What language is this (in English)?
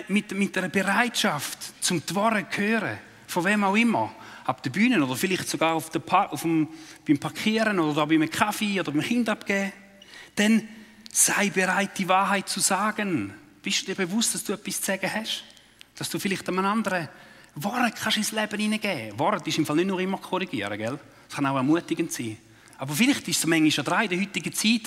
Swiss German